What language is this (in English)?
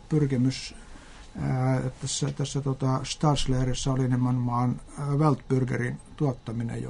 Finnish